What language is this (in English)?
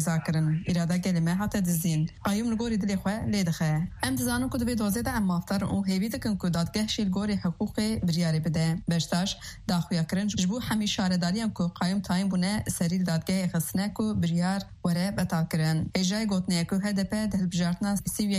Kurdish